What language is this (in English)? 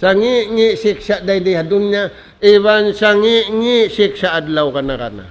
Tausug